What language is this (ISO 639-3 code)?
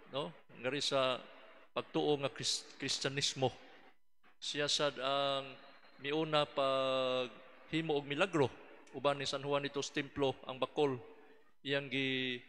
ceb